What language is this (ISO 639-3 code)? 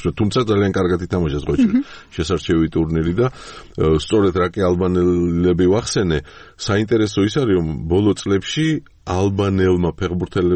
kat